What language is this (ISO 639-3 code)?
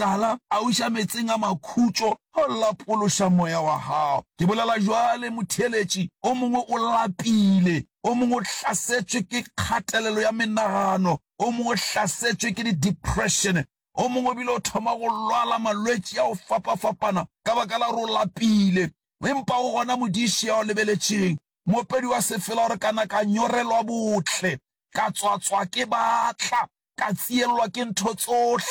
nso